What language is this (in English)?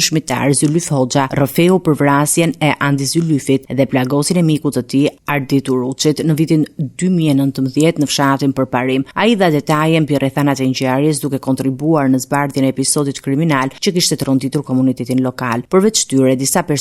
Albanian